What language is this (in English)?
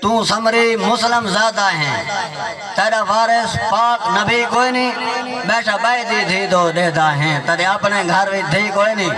Saraiki